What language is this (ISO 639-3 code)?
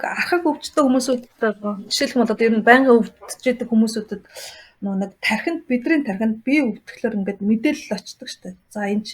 mon